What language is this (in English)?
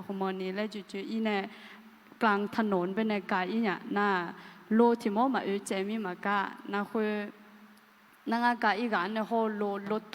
Akha